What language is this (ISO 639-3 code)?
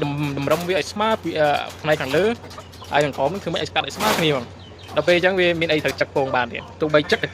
khm